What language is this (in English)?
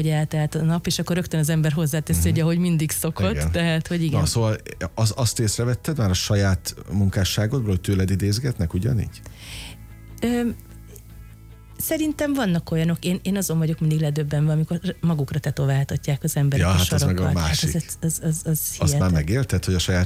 Hungarian